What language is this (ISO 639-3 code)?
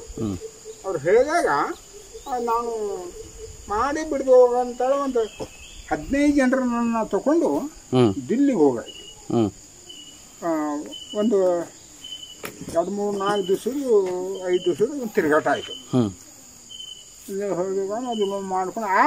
kan